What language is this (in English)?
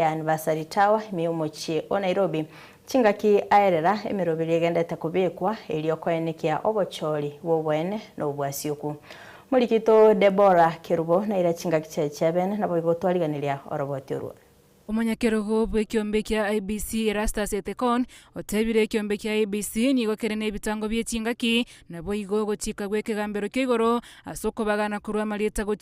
Gusii